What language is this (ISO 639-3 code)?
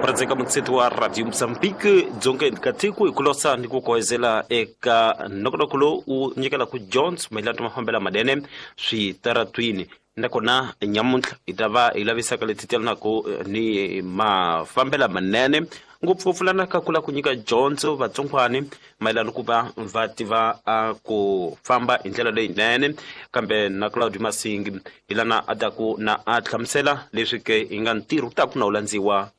tso